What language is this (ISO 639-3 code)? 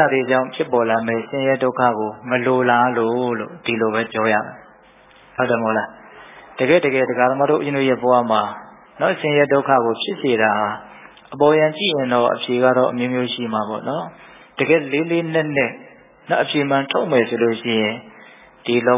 mya